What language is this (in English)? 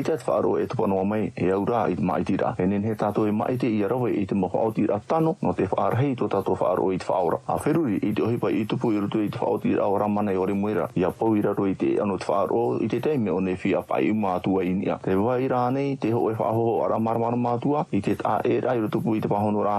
Tahitian